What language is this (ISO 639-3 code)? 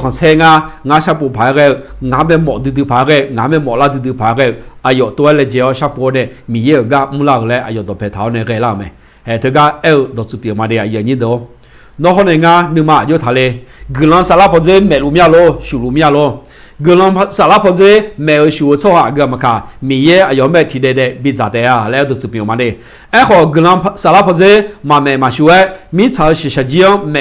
ahk